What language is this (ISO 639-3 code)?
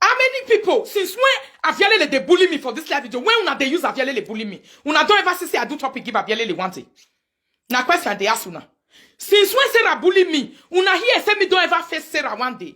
pcm